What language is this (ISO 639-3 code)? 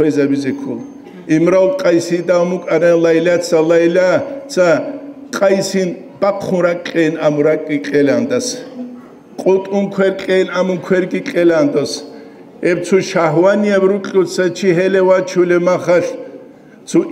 ava